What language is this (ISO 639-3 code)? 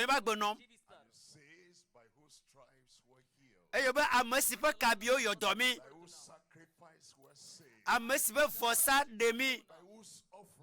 ewe